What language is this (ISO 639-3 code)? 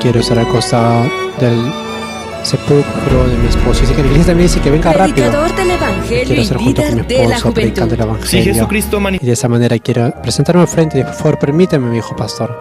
quh